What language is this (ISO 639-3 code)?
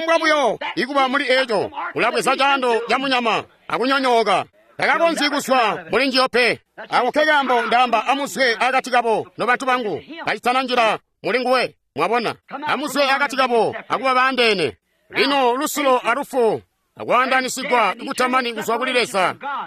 toi